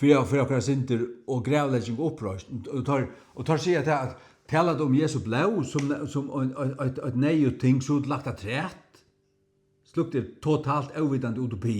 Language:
Faroese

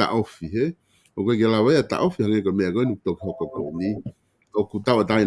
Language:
Tongan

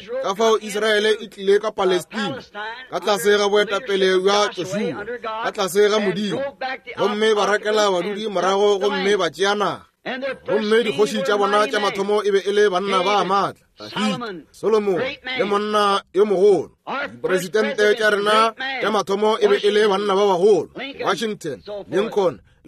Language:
Northern Sotho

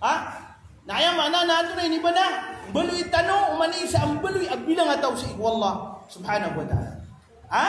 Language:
Maranao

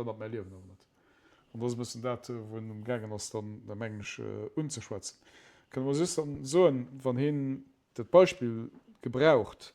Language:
Luxembourgish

